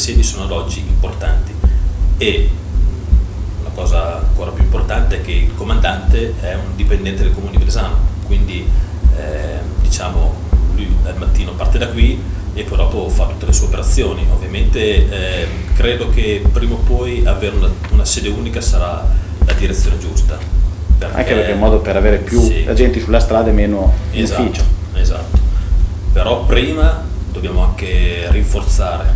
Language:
Italian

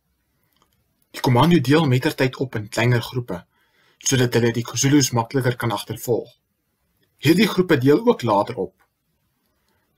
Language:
Afrikaans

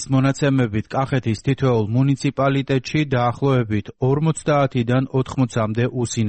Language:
Georgian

